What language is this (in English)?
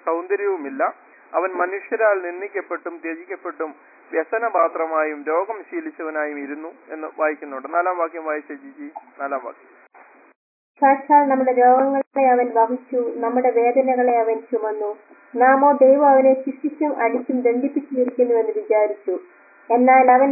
Malayalam